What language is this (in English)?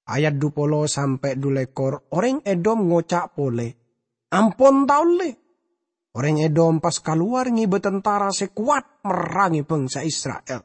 Madurese